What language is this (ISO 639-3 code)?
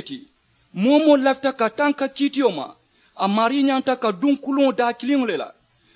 man